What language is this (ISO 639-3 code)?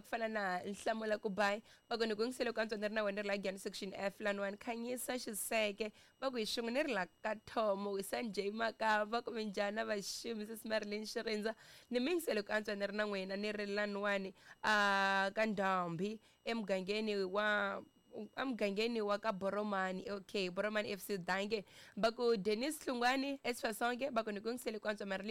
tso